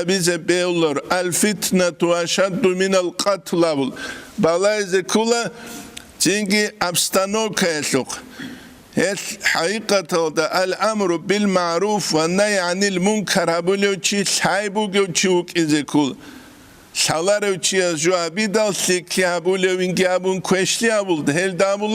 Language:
Avaric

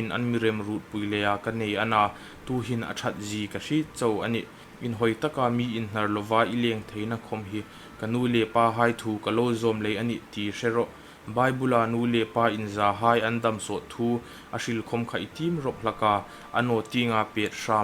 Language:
Hmar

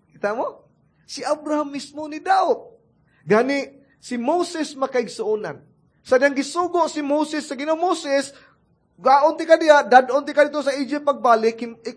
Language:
Cebuano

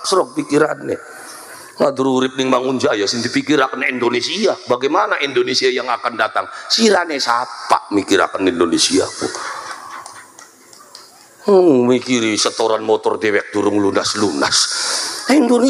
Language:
Javanese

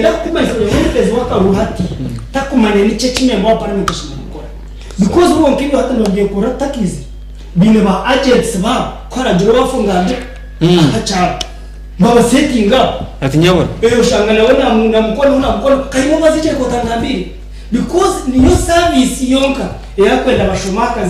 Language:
Nyankole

